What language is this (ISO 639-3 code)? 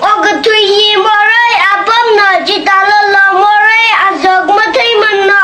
nmf